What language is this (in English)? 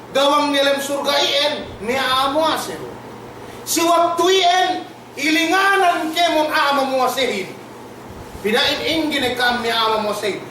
Yakan